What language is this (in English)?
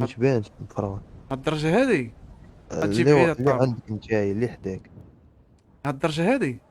Moroccan Arabic